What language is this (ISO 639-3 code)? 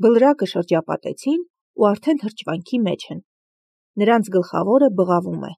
hye